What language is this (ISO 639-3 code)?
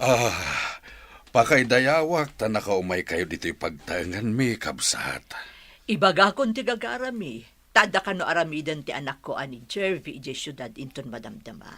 ilo